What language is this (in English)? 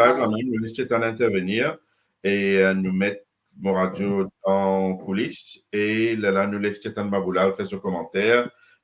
Morisyen